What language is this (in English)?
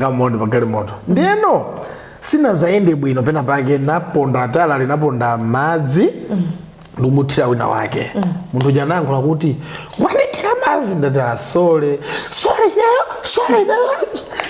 Nyanja